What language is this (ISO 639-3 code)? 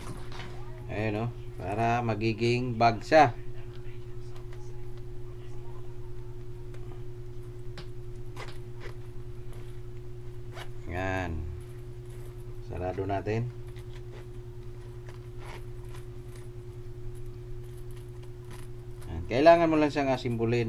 fil